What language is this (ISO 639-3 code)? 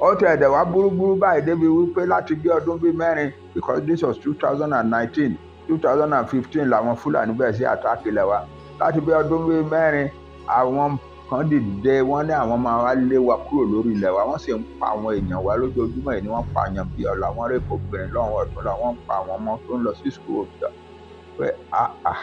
yor